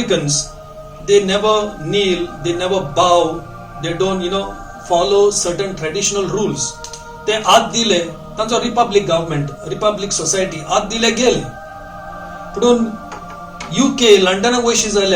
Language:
Konkani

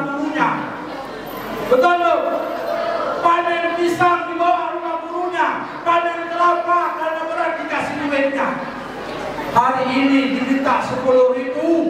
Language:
Indonesian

